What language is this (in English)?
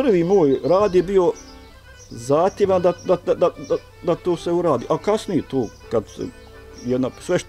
Bosnian